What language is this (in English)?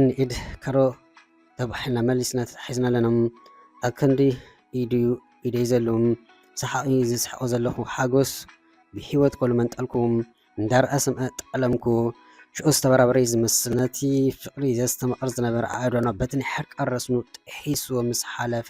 Tigrinya